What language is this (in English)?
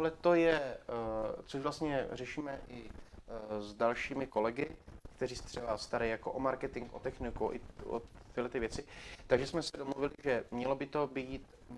Czech